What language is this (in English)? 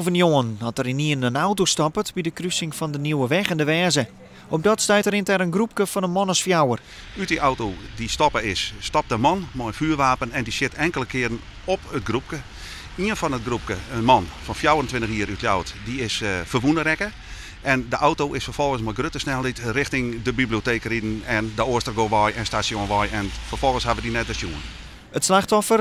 Western Frisian